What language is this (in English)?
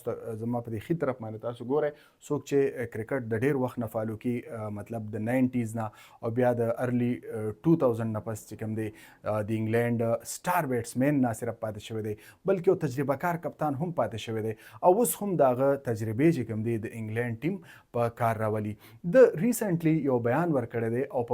Pashto